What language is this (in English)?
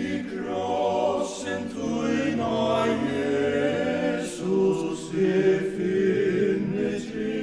Faroese